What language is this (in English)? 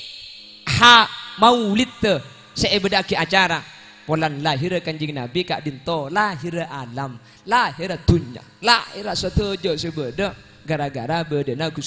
Madurese